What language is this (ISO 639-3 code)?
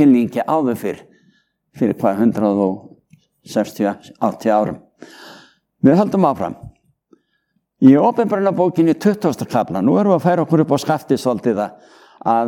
isl